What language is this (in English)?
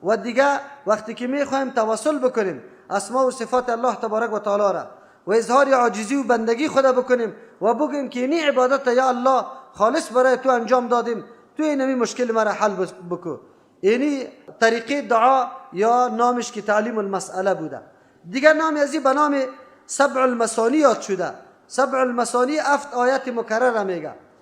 Persian